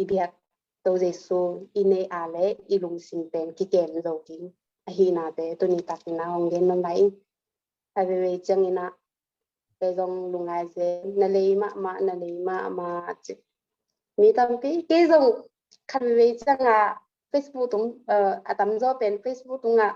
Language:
Tedim Chin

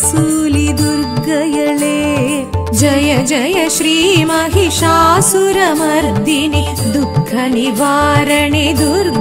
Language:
Tamil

